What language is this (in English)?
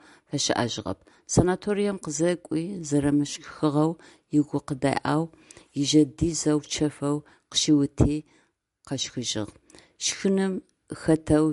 Adyghe